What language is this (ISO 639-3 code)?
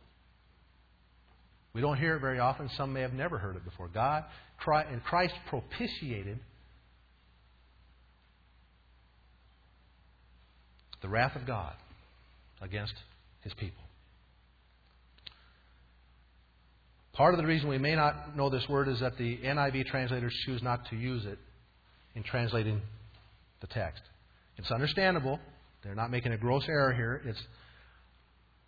eng